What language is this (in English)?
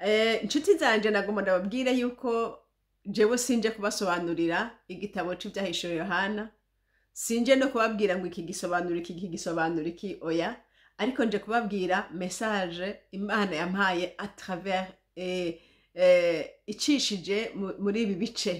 Rundi